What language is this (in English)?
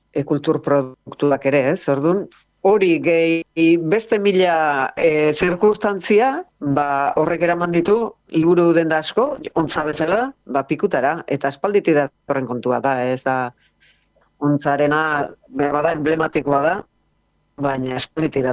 Basque